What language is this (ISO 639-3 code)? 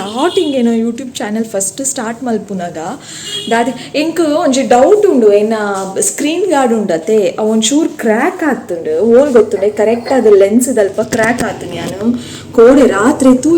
tcy